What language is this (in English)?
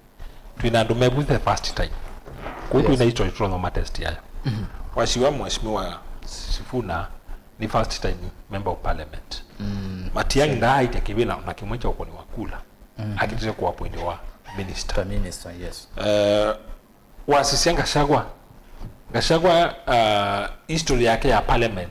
Kamba